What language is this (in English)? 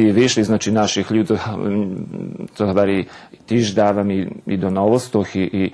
Rusyn